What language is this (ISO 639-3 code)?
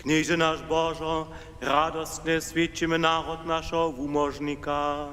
hsb